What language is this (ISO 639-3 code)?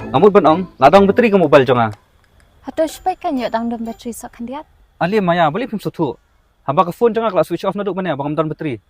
kha